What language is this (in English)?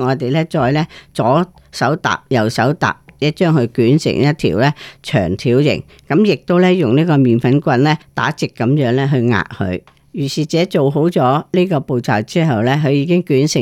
Cantonese